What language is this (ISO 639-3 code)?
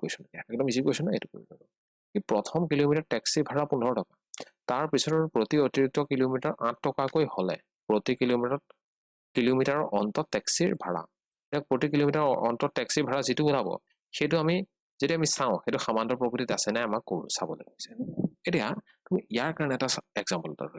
asm